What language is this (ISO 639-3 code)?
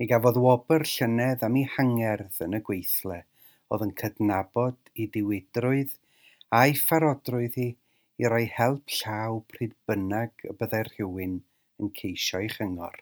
cym